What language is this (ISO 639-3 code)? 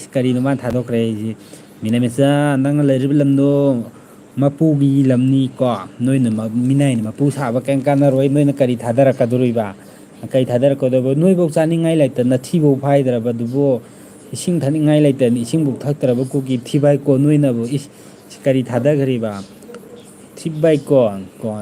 mni